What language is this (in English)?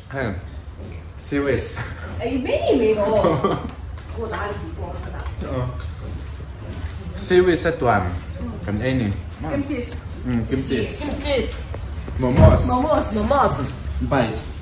Vietnamese